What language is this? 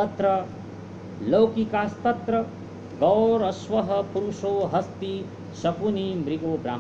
Sanskrit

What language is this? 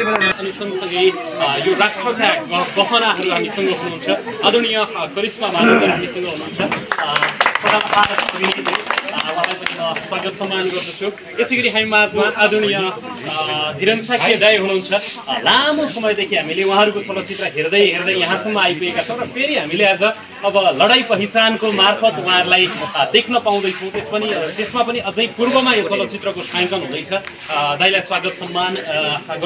Nepali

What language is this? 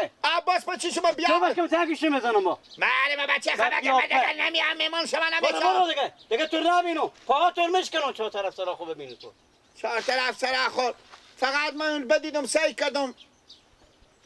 Persian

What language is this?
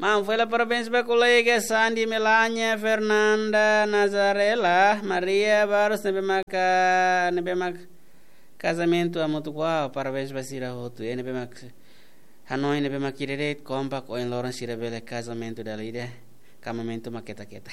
Tetum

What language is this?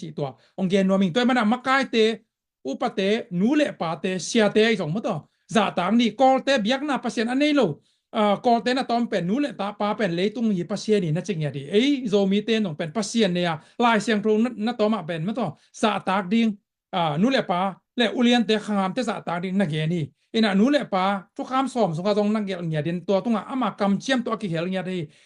Tedim Chin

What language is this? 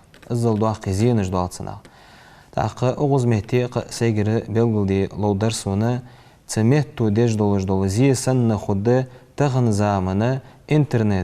Ingush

